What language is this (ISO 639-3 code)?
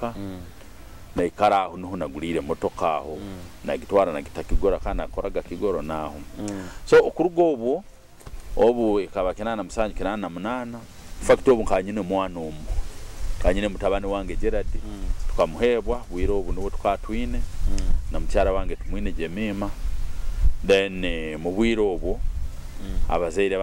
nyo